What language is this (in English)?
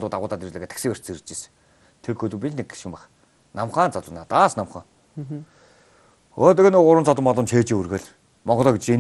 Mongolian